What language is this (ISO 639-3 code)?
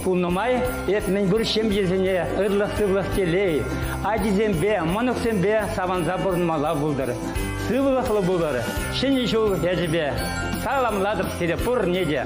chv